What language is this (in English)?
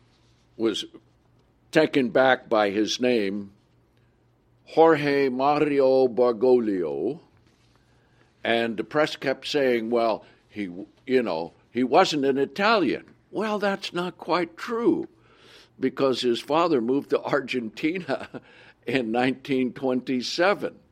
English